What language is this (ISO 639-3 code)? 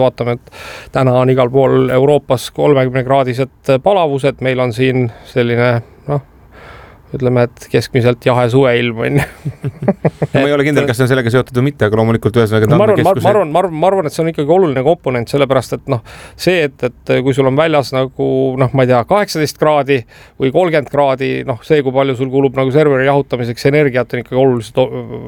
est